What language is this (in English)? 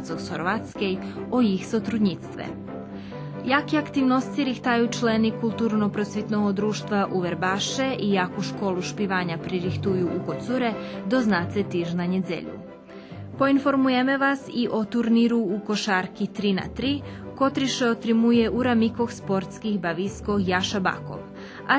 Rusyn